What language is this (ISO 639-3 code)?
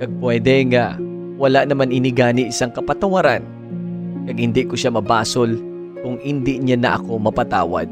hil